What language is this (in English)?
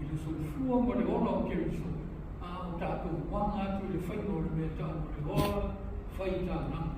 Samoan